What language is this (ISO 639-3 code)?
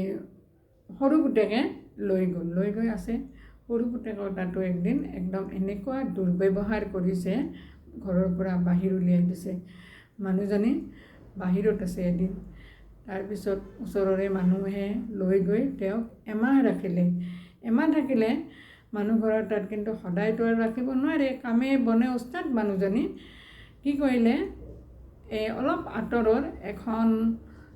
asm